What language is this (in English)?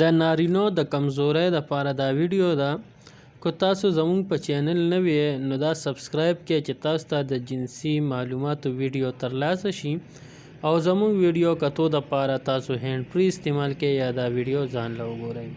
Pashto